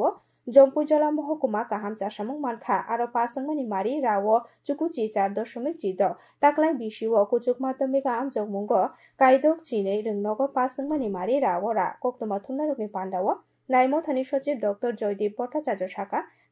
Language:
Kok Borok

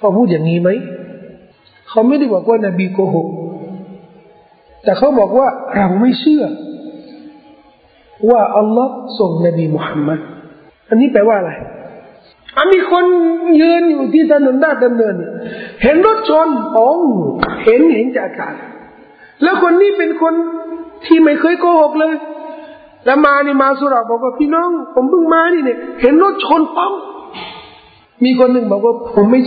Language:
Thai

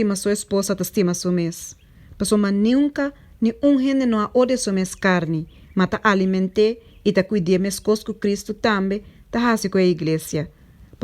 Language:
Papiamento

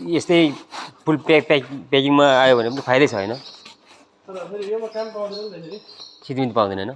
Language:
Nepali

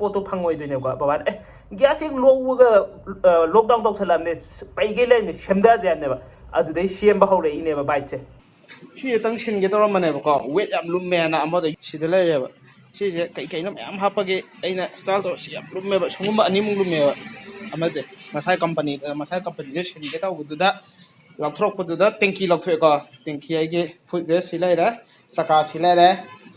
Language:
Manipuri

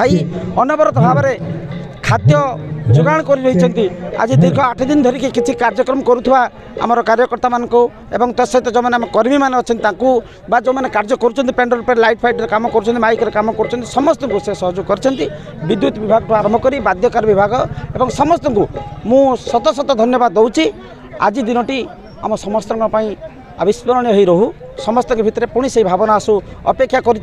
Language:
Odia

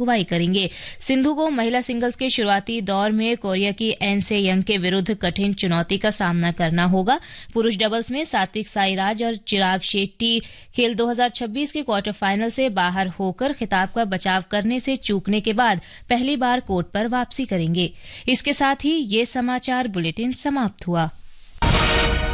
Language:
Hindi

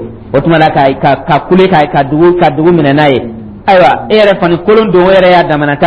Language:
Dyula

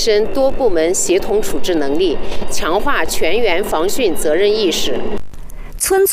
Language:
Chinese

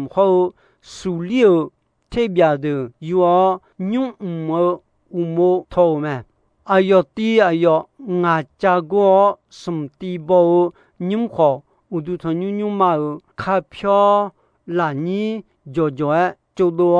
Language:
Akha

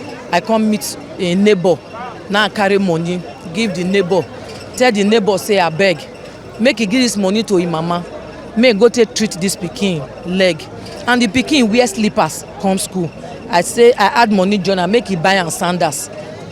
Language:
Nigerian Pidgin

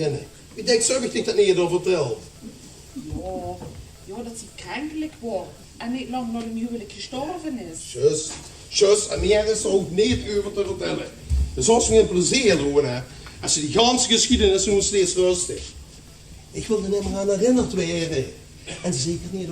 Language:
Limburgish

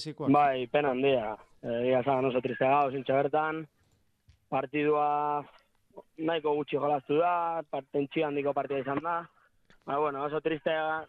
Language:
Basque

